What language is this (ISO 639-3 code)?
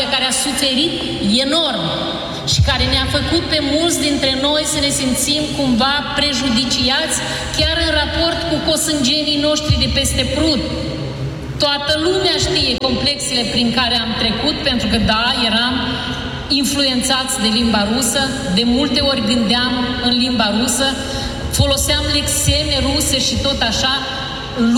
ron